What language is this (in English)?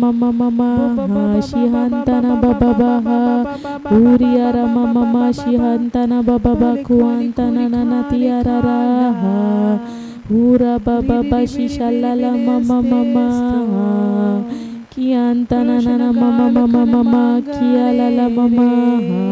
Tem